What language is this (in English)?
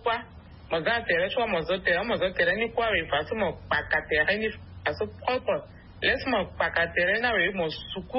Sango